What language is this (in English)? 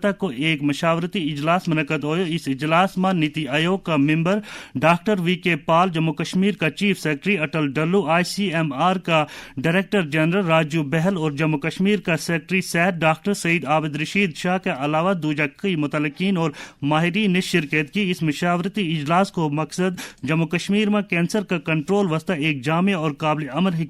Gujari